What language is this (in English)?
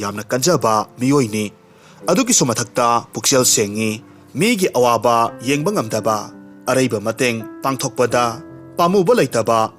Manipuri